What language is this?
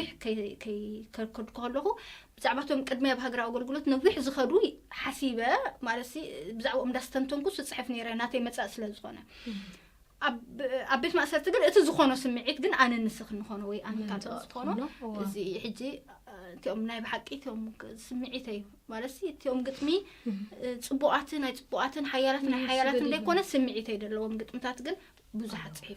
Tigrinya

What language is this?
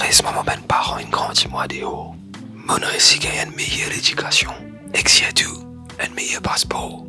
Morisyen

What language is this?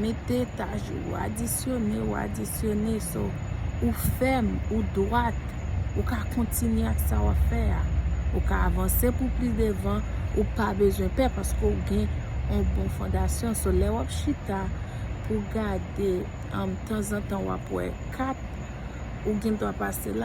Haitian Creole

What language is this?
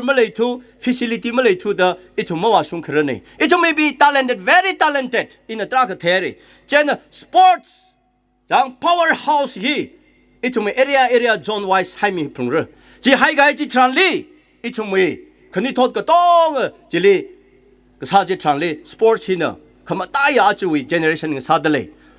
Tangkhul Naga (India)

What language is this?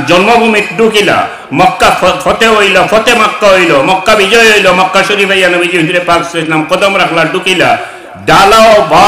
Sylheti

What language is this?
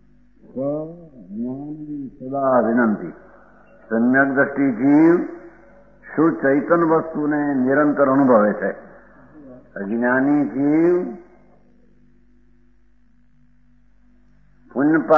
Gujarati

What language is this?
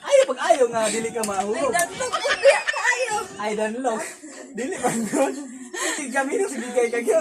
Cebuano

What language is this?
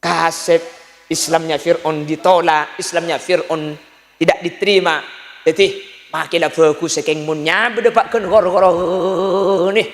Madurese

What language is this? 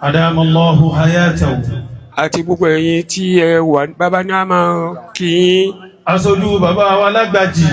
Yoruba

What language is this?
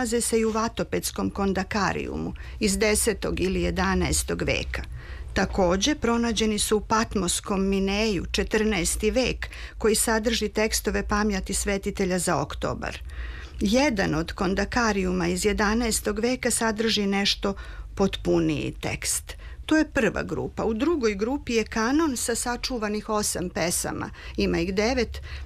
Serbian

